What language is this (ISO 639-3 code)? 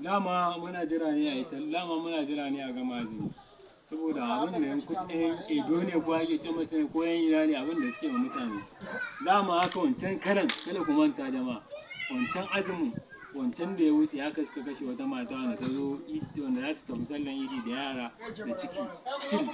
hau